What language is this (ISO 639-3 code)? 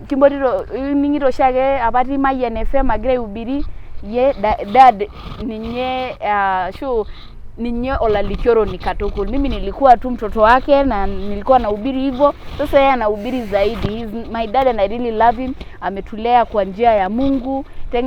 mas